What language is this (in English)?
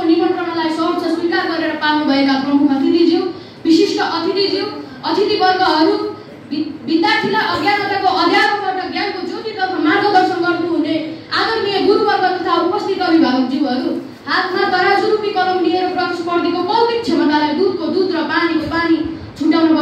Nepali